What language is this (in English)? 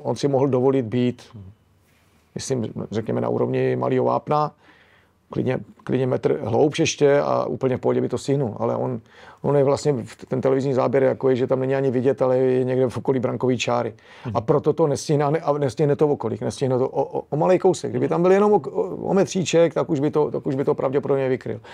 Czech